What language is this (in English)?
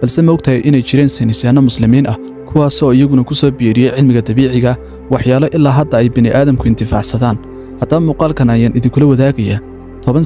Somali